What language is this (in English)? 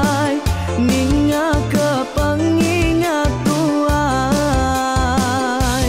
Iban